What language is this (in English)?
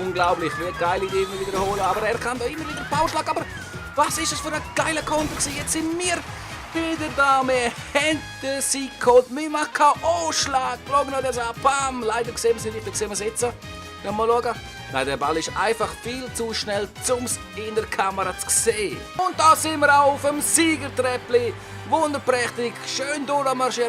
Swiss German